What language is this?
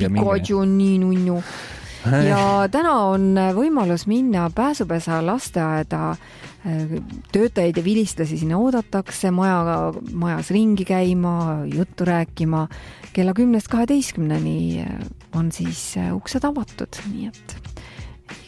Estonian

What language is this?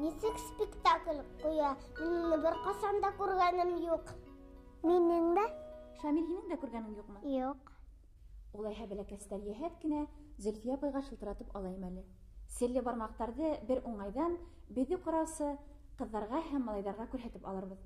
Bashkir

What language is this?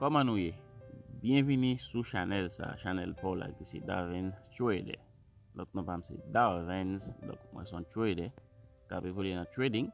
Haitian Creole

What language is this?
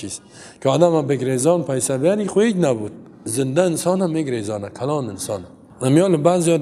Persian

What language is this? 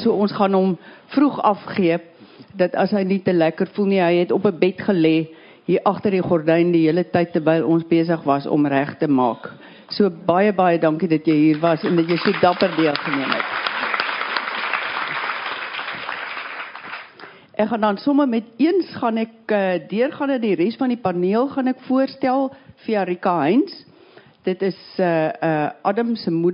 Afrikaans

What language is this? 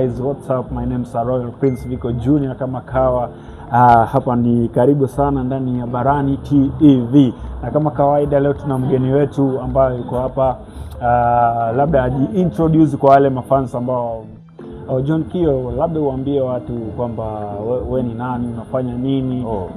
Swahili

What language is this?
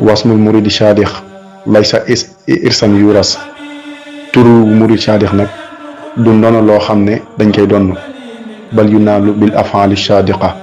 Wolof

